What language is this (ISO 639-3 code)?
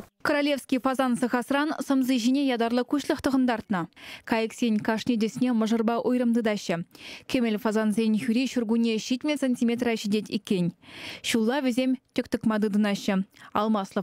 chv